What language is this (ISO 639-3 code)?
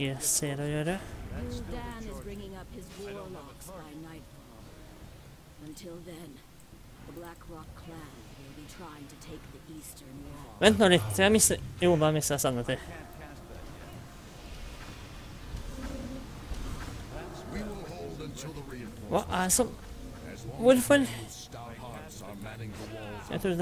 nor